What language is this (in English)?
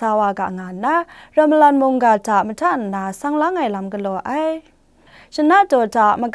Kachin